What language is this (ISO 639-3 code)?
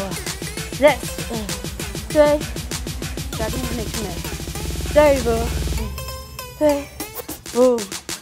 nld